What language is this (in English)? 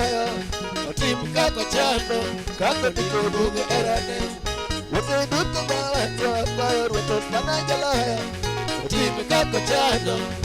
Luo (Kenya and Tanzania)